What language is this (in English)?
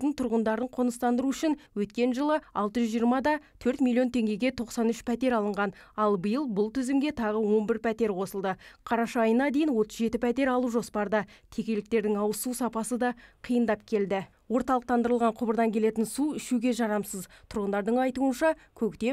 Kazakh